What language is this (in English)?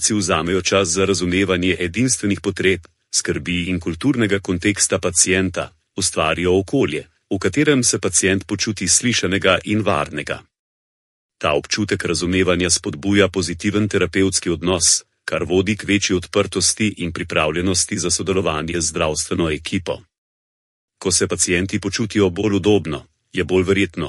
Slovenian